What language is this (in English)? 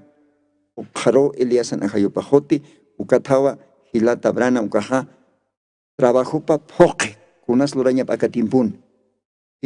Aymara